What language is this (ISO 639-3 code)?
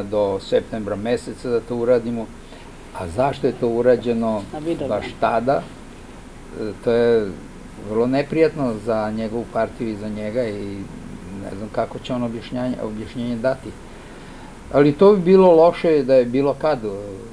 srp